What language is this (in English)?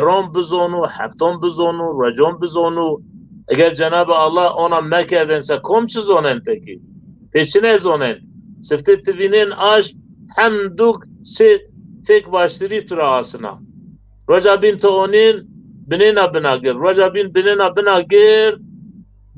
Zaza